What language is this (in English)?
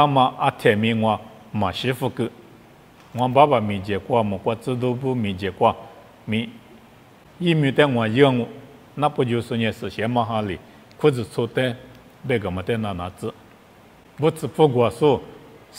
Lisu